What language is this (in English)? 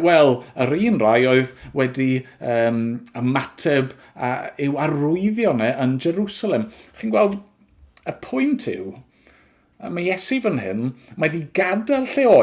Welsh